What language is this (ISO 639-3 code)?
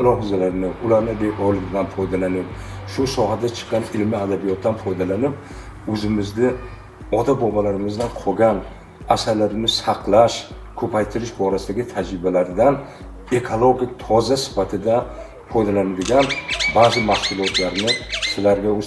uzb